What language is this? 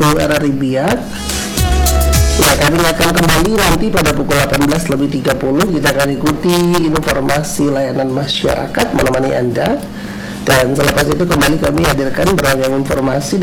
Indonesian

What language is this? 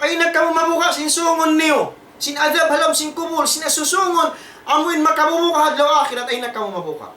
Tausug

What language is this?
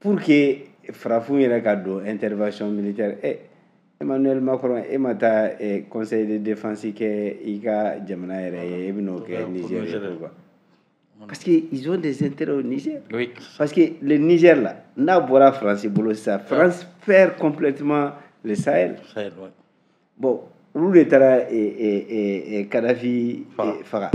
Bambara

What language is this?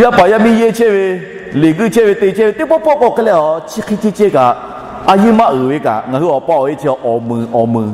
Lahu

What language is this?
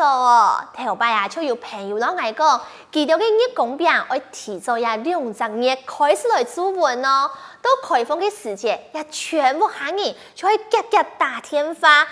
Hakka Chinese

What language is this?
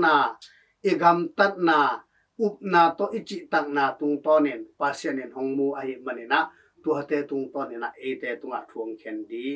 Tedim Chin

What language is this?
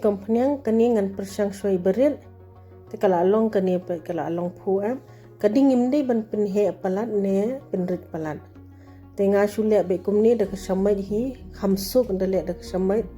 Khasi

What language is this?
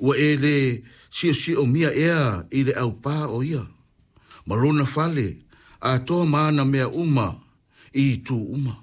Samoan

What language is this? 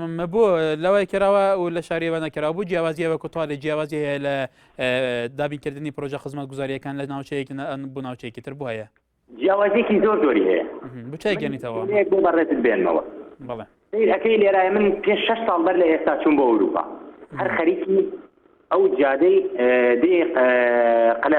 Central Kurdish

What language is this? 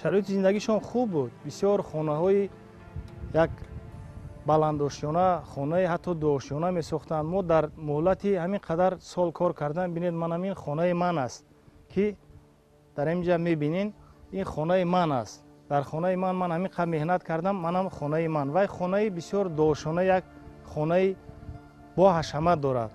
Tajik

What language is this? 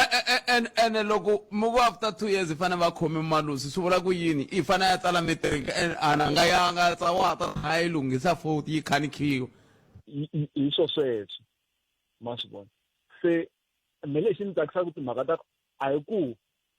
Tsonga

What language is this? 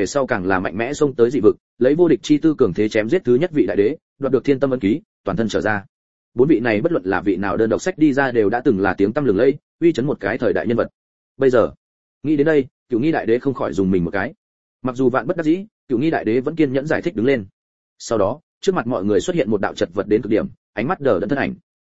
Vietnamese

